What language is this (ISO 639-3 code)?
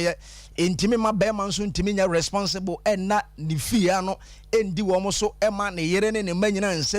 aka